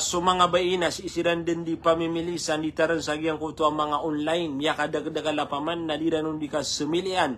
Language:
Maranao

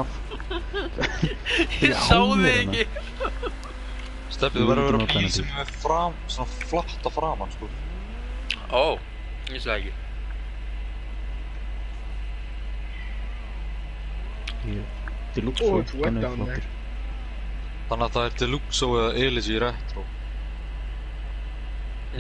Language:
Icelandic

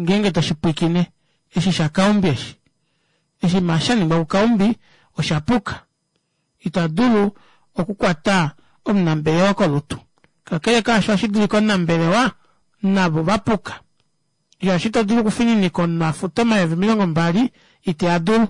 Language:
Kuanyama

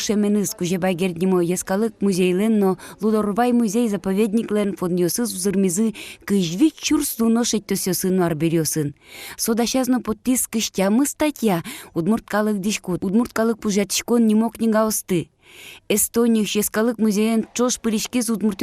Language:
Udmurt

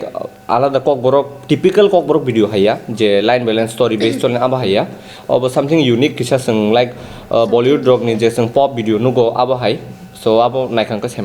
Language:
Kok Borok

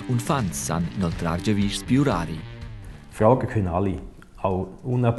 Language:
Romansh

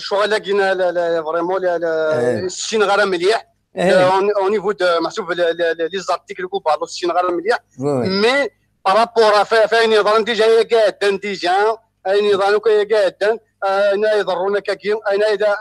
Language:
Kabyle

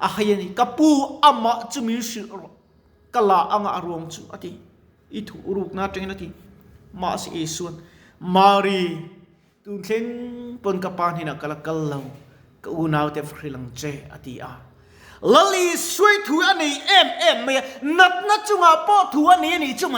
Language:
Mizo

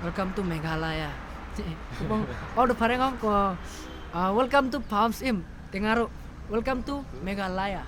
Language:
Khasi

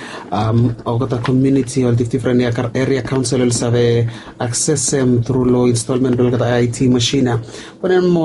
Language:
Bislama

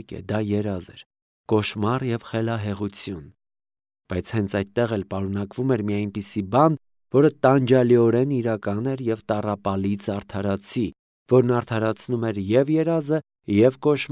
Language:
Armenian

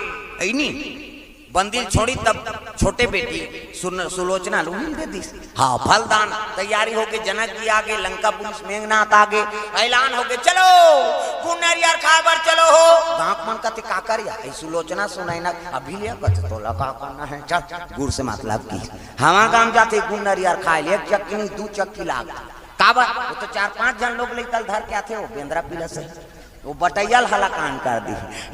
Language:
Chhattisgarhi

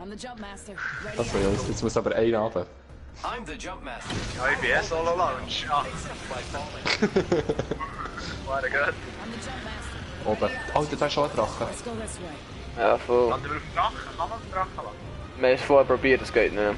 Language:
Swiss German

